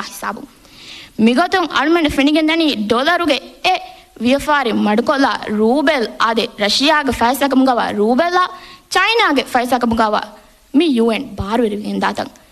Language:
Divehi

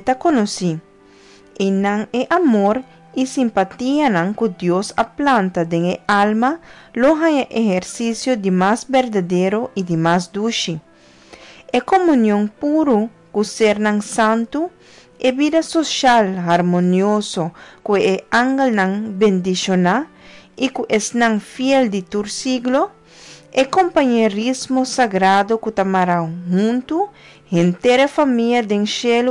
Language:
Papiamento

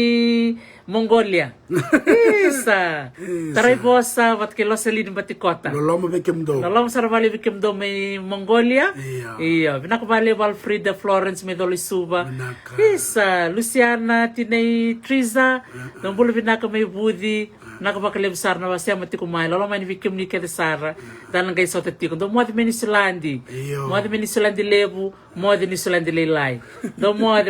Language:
Fijian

